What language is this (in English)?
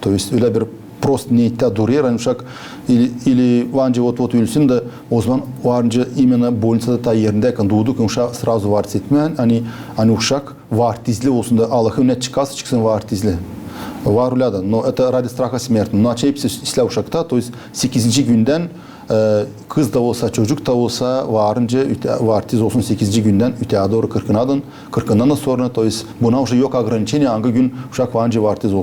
Gagauz